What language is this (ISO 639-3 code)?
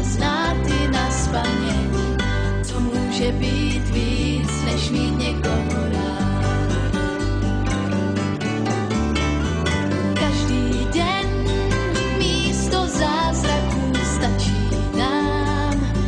ces